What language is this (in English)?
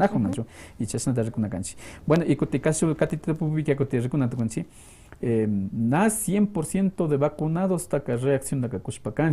Quechua